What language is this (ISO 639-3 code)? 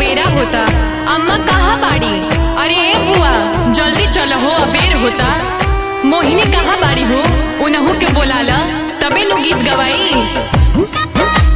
bho